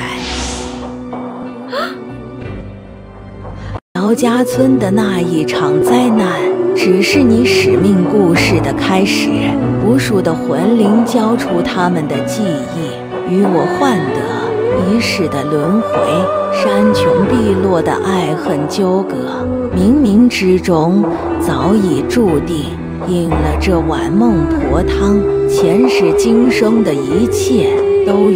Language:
Chinese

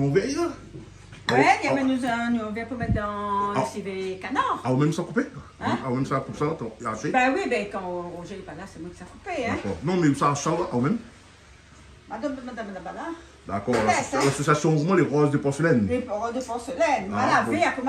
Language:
Réunion Creole French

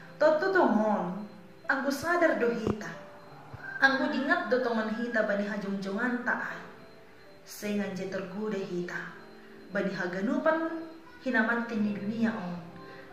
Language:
Batak Simalungun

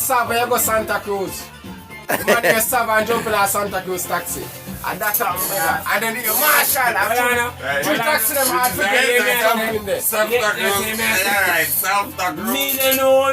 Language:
Jamaican Creole English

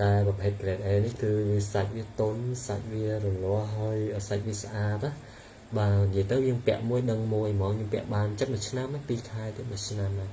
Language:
Khmer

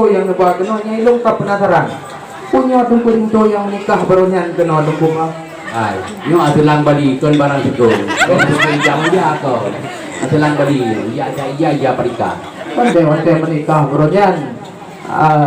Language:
Achinese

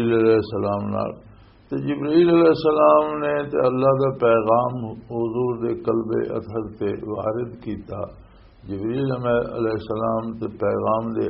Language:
Western Panjabi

